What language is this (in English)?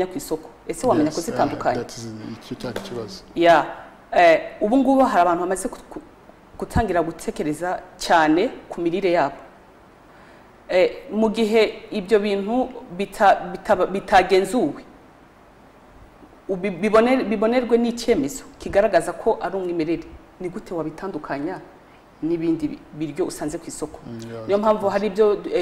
Kinyarwanda